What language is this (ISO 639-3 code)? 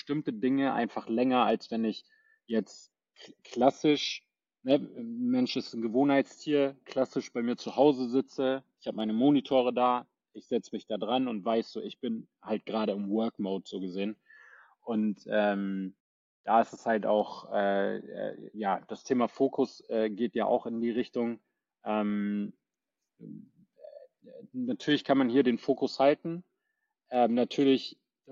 deu